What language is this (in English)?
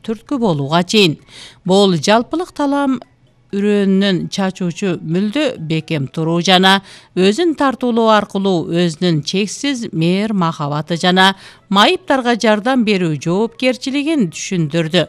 Kyrgyz